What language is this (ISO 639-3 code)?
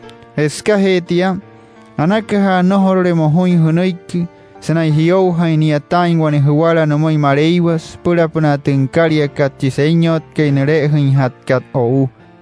guc